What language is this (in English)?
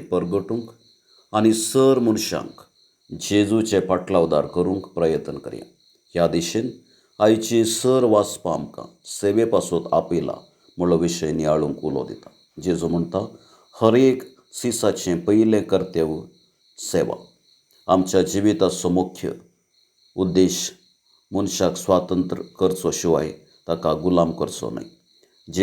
Konkani